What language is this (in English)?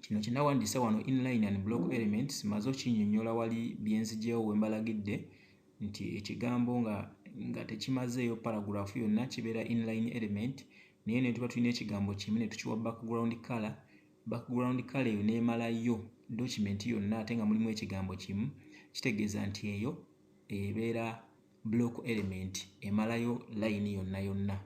Ganda